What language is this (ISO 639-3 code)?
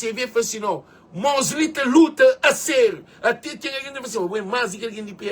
kea